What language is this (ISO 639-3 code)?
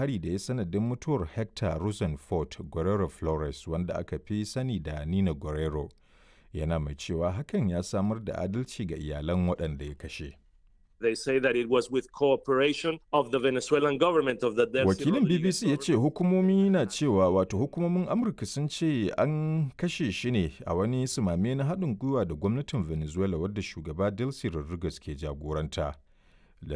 hau